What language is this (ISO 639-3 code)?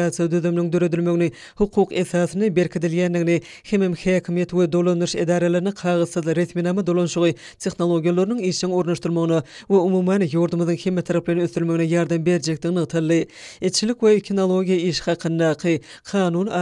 tuk